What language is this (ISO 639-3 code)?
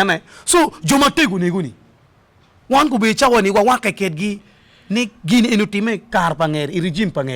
ach